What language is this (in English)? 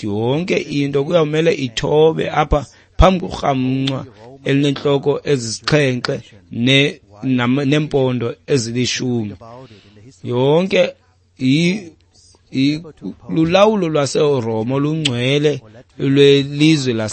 Xhosa